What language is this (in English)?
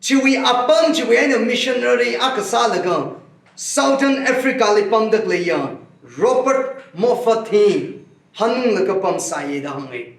Tangkhul Naga (India)